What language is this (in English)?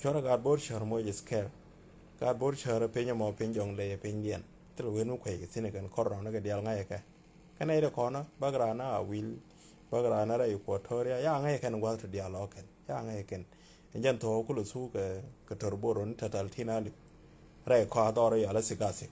Nuer